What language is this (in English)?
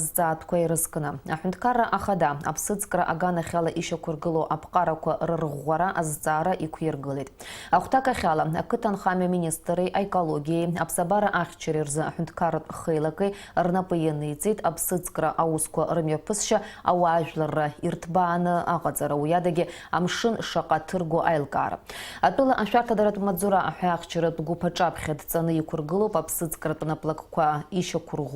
Abkhazian